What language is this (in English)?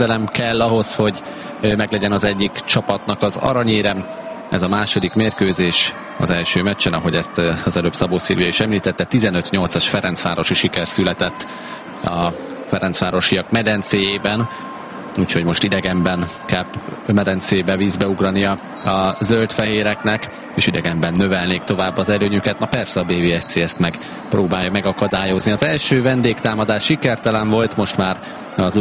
Hungarian